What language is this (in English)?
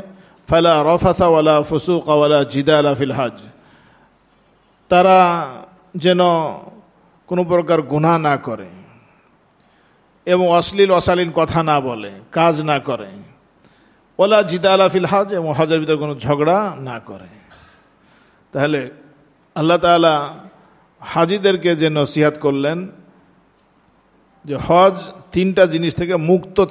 Bangla